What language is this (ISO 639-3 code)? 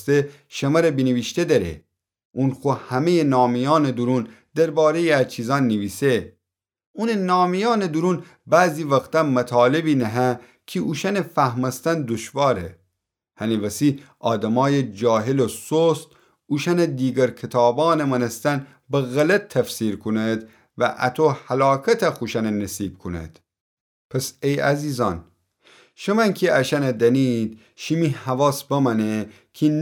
glk